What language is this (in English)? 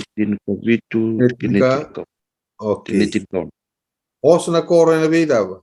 Fijian